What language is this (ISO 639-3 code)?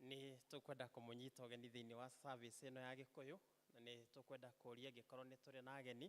kik